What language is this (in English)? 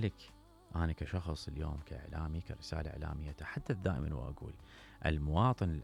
Mesopotamian Arabic